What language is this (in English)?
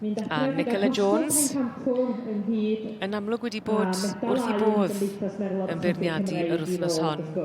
Welsh